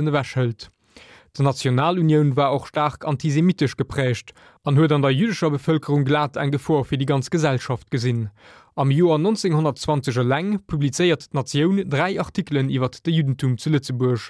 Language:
Luxembourgish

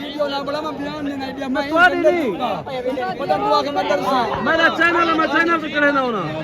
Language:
Saraiki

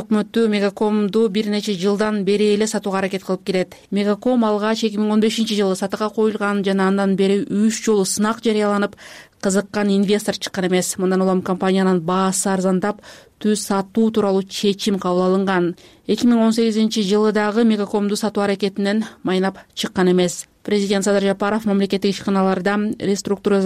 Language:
Kyrgyz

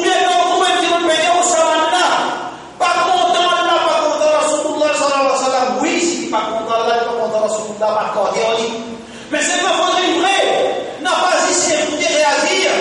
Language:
Morisyen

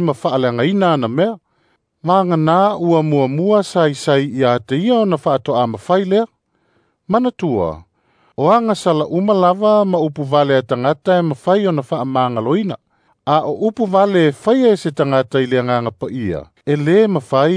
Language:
Samoan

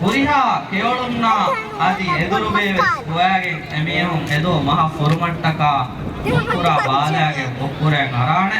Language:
Divehi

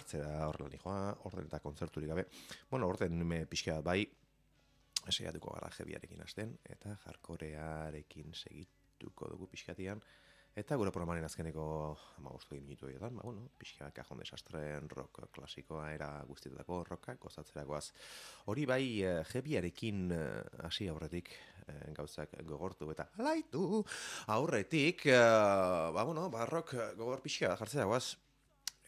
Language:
Basque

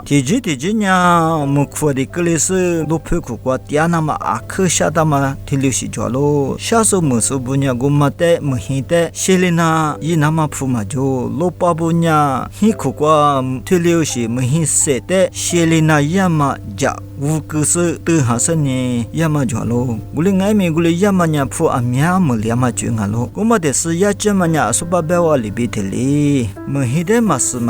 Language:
Lisu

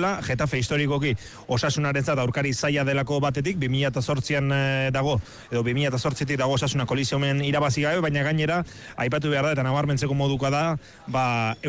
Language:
Basque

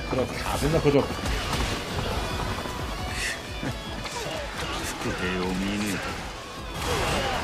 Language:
Japanese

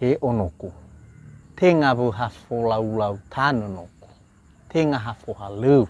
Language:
Nias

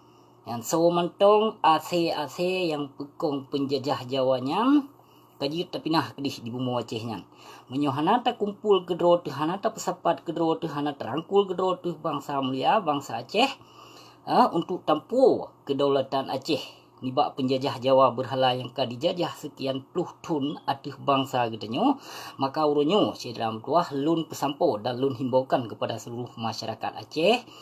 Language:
Achinese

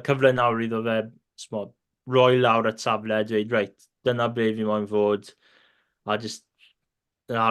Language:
Welsh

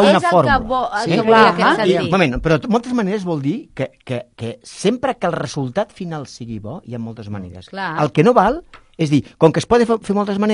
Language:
Catalan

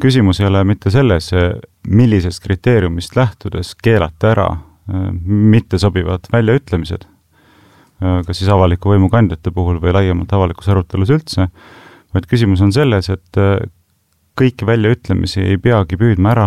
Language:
Estonian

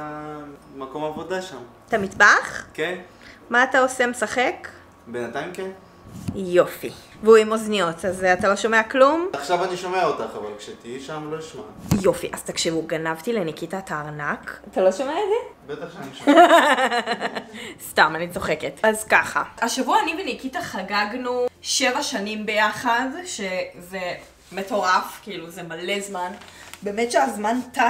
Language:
Hebrew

